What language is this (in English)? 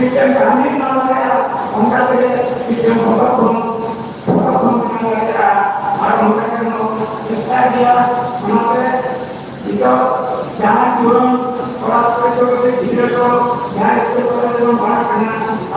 Santali